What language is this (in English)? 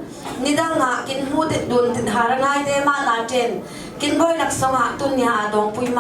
Falam Chin